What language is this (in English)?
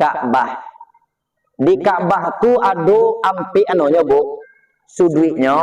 Minangkabau